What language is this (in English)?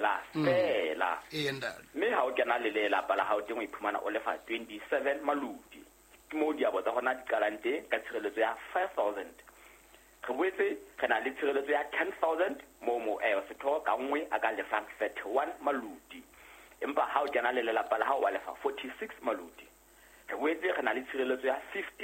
Southern Sotho